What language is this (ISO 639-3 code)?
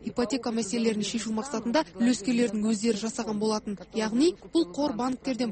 kaz